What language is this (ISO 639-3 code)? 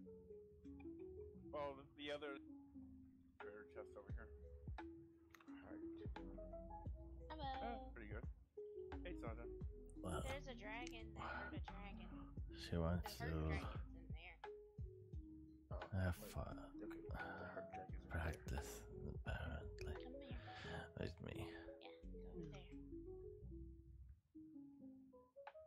eng